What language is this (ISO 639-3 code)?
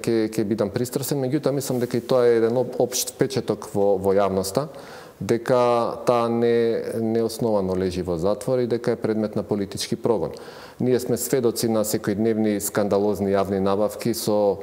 mkd